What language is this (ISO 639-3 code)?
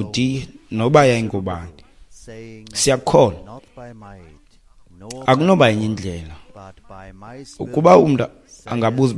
xho